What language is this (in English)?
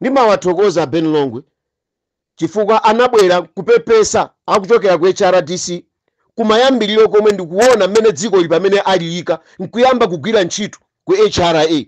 Nyanja